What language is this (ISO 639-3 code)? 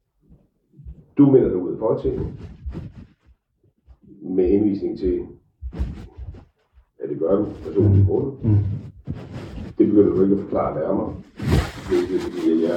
dan